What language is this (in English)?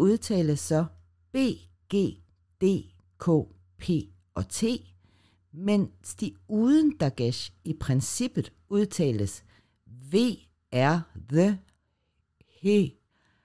Danish